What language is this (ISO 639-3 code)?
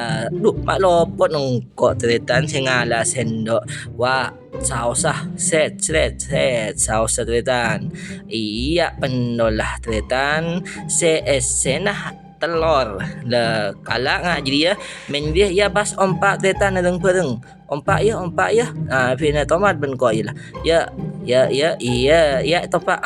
mad